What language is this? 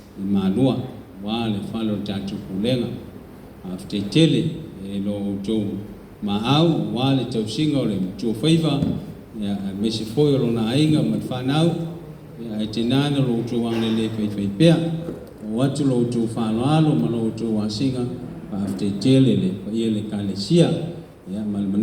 Samoan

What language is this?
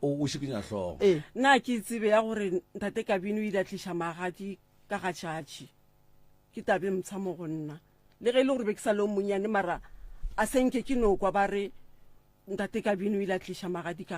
Northern Sotho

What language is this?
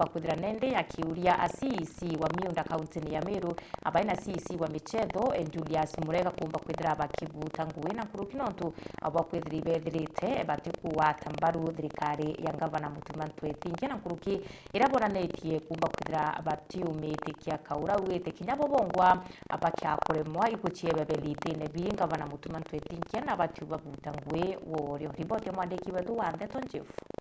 Meru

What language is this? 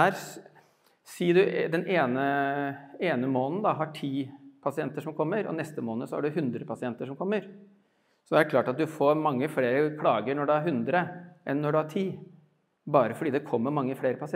Norwegian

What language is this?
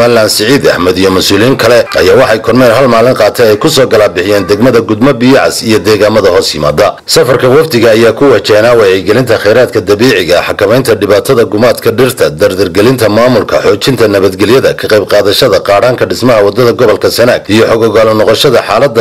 Somali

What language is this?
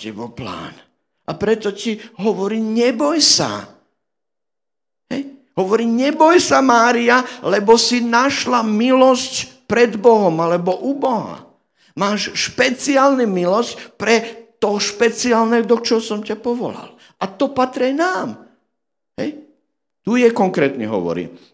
Slovak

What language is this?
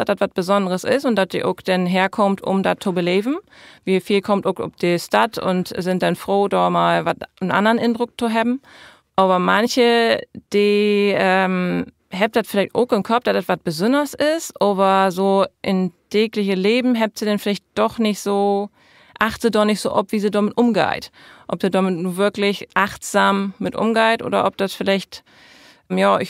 Low German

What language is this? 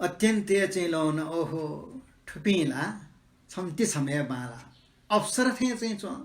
Newari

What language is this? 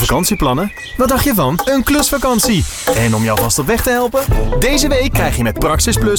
Dutch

